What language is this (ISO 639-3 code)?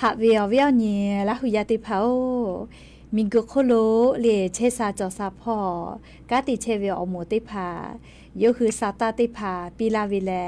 lhu